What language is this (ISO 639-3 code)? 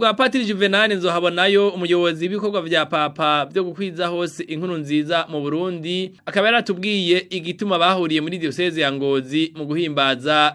run